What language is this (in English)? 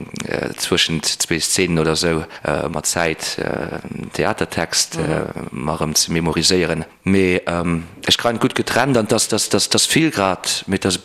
Luxembourgish